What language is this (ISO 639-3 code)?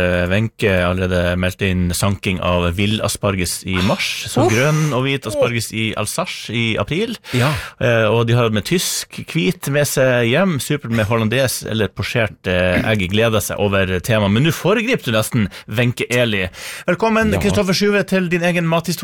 nor